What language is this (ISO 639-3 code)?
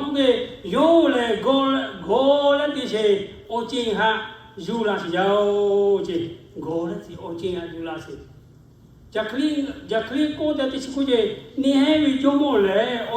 lhu